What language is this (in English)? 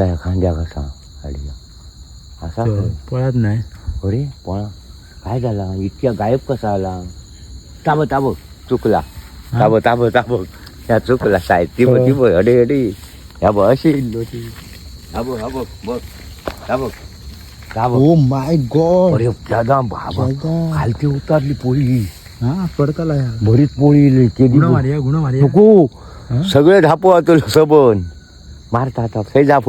Konkani